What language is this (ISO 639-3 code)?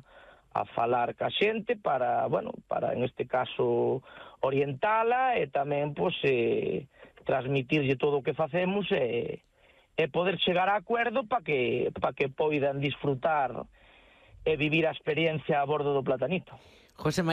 glg